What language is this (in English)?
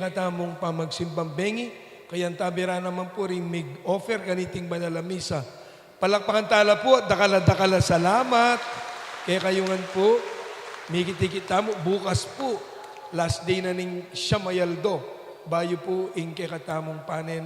Pampanga